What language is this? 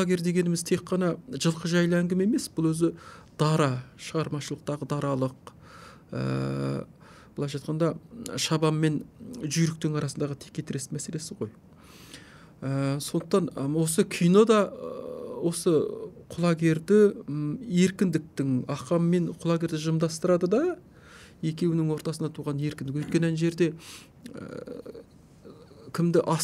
Kazakh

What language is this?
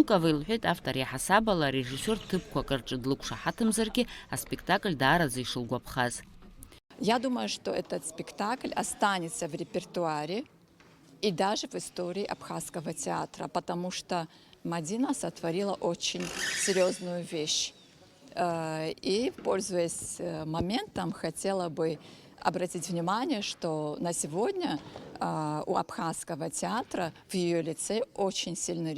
Abkhazian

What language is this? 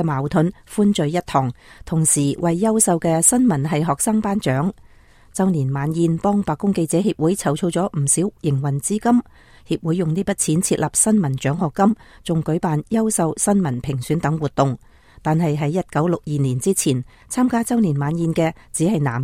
Cantonese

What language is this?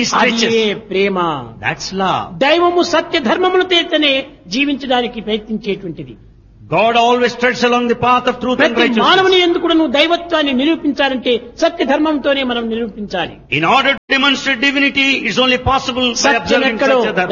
Telugu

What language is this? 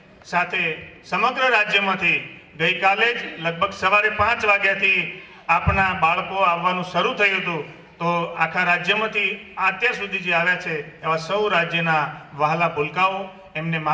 Gujarati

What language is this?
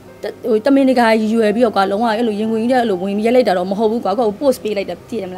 Burmese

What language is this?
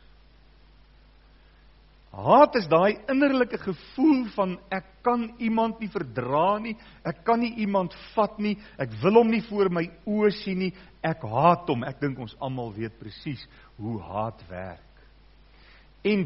Afrikaans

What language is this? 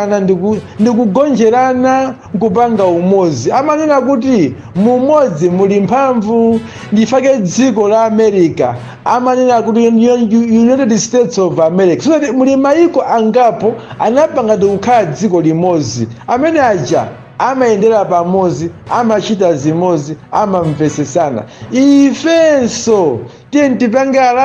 Nyanja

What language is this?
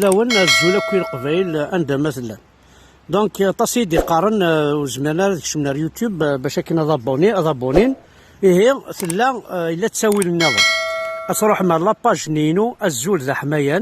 Kabyle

